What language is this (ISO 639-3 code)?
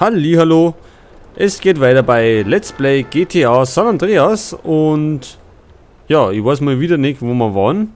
bar